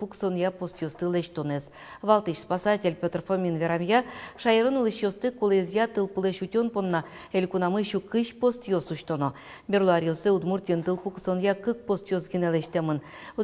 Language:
Udmurt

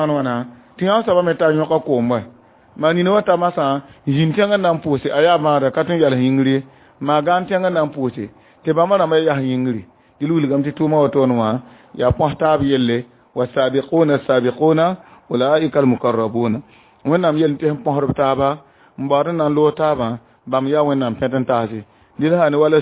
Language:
Mossi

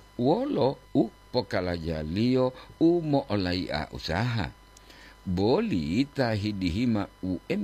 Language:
Gorontalo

